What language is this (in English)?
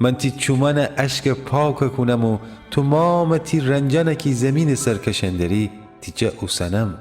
Gilaki